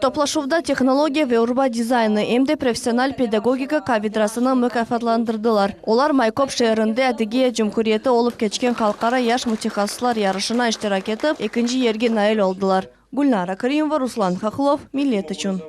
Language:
Crimean Tatar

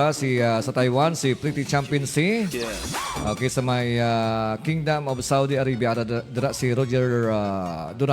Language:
Hiligaynon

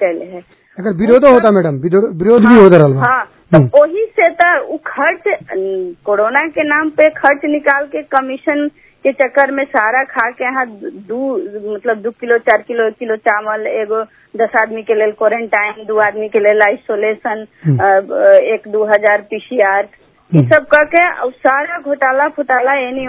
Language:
Bhojpuri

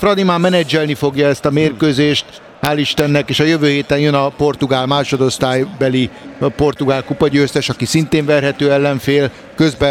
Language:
Hungarian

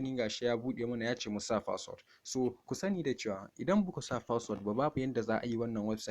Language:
Hausa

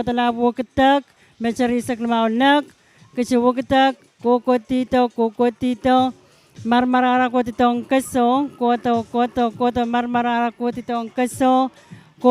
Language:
Pohnpeian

